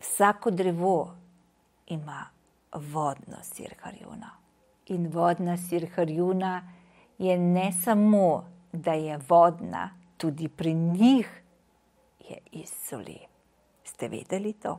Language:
Slovenian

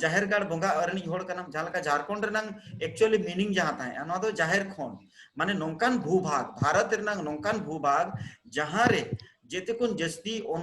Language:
Santali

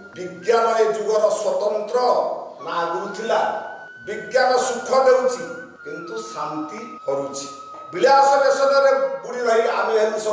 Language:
Odia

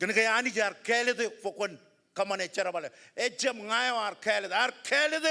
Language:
Marshallese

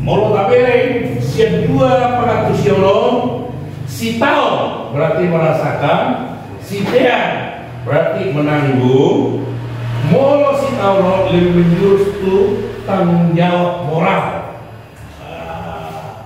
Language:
Batak Toba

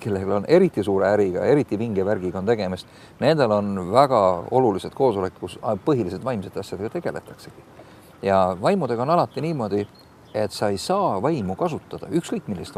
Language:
Estonian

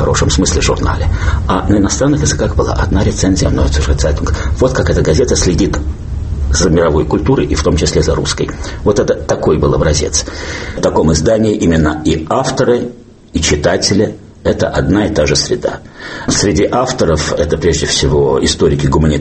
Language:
Russian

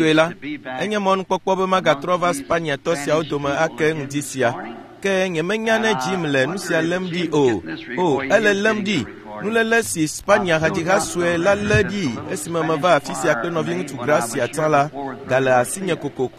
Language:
Ewe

